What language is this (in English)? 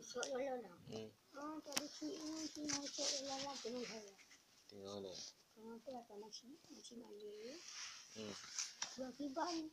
Achinese